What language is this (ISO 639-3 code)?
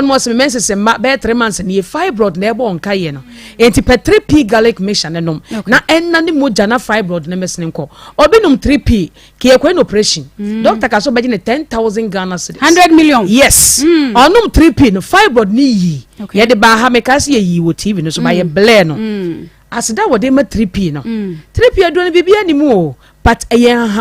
aka